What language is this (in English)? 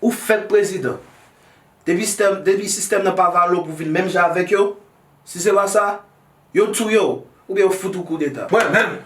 Haitian Creole